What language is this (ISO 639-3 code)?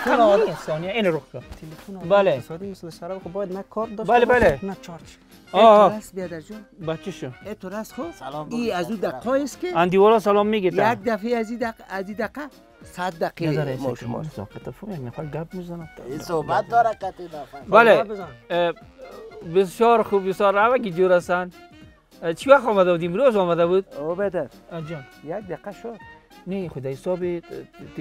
fas